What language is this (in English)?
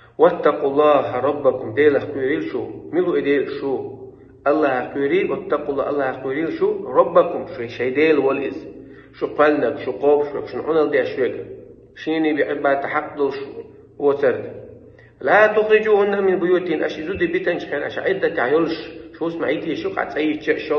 Chechen